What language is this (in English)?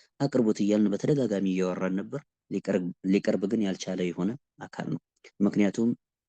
Amharic